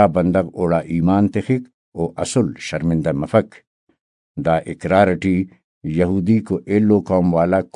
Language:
Brahui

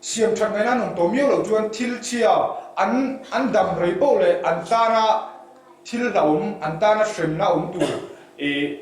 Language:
Mizo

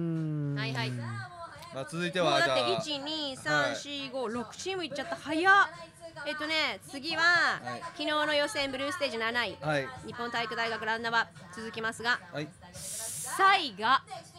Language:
Japanese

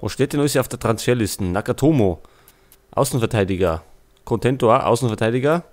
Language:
Bavarian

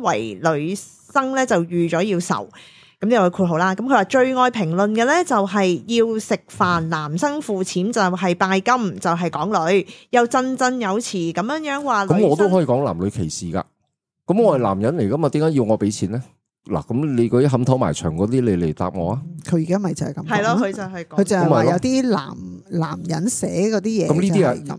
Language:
Cantonese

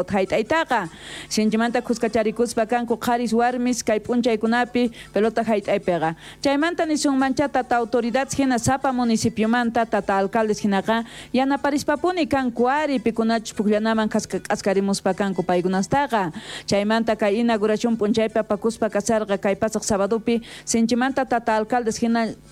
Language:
South Bolivian Quechua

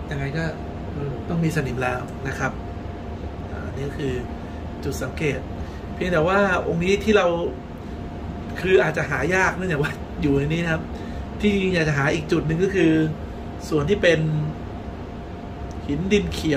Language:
Thai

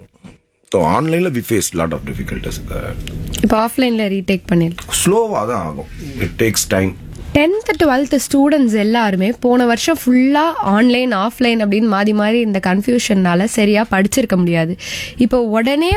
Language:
Tamil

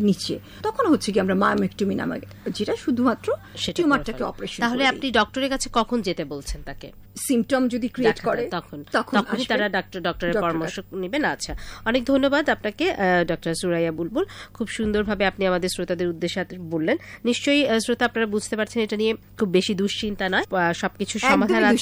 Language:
Bangla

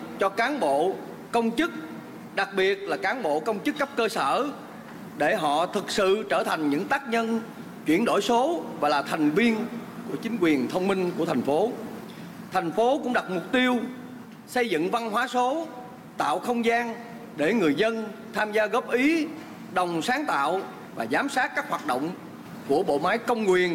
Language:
Vietnamese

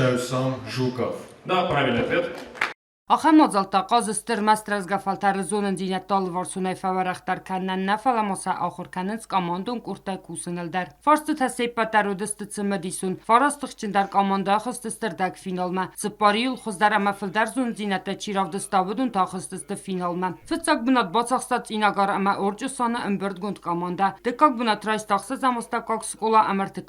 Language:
Ossetic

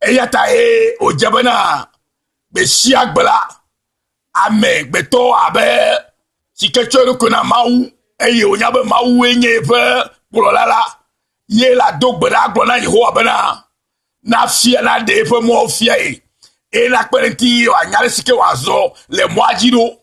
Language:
Ewe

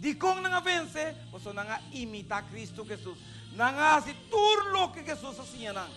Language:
Papiamento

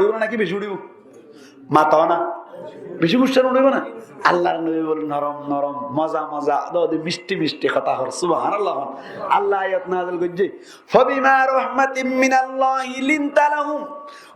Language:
Rohingya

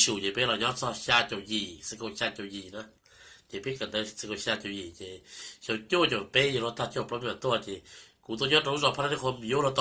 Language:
Hmong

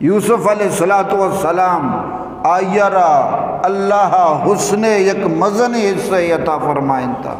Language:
Eastern Balochi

